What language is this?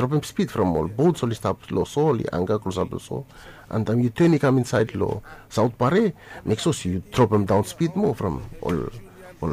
Bislama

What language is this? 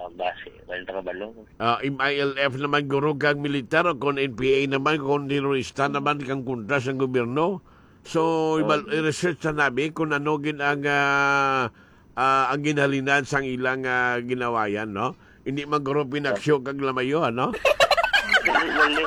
Hiligaynon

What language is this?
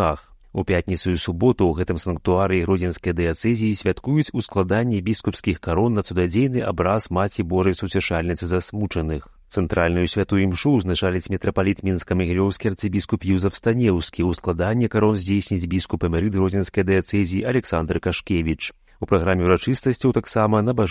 Belarusian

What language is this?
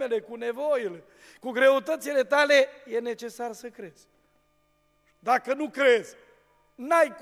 Romanian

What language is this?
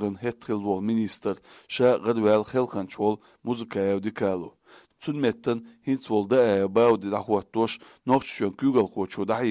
Chechen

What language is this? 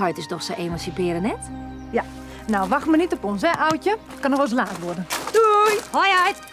Western Frisian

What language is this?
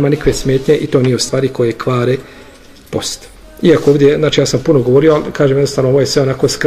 Bosnian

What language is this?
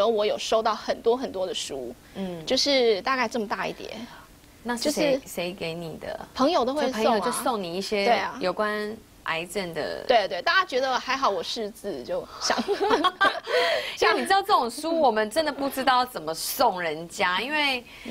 Chinese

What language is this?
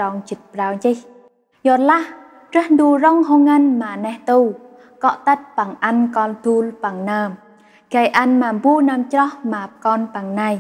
Central Mnong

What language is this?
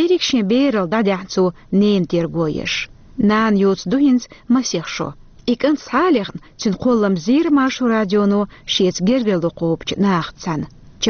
Chechen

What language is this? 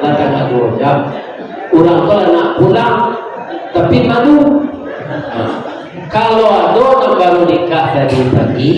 Minangkabau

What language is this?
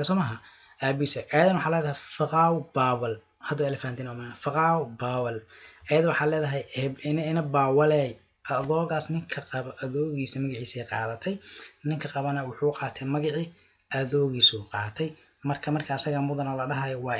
Somali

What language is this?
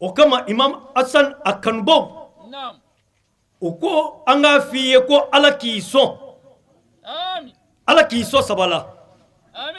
Bambara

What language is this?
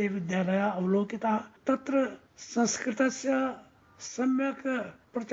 Sanskrit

